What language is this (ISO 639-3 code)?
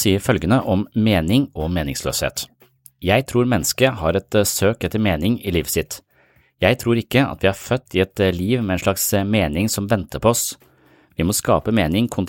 nor